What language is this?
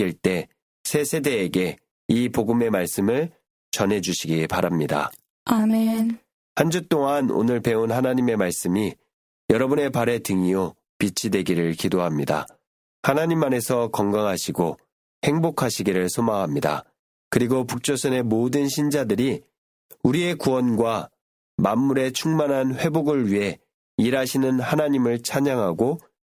Korean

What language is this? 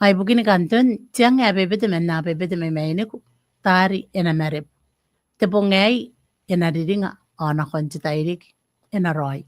Gilbertese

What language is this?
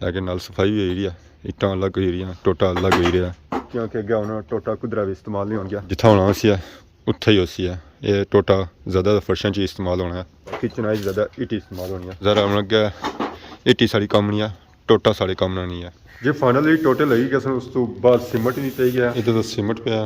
Pahari-Potwari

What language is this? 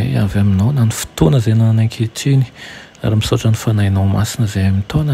Malagasy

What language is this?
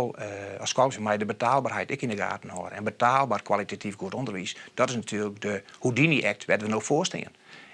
Western Frisian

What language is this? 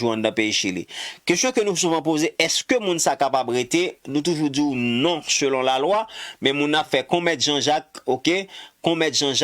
Haitian Creole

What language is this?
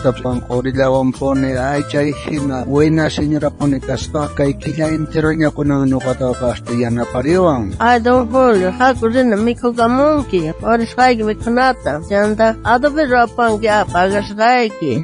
South Bolivian Quechua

